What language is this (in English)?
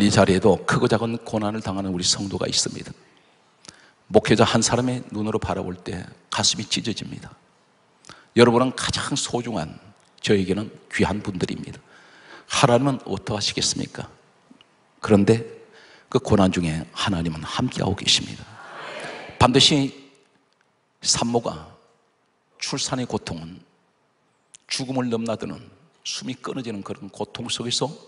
Korean